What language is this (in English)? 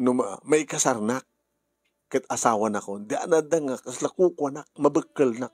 Iloko